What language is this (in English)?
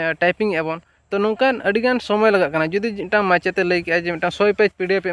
Santali